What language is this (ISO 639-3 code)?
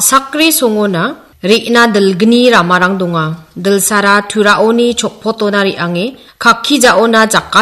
grt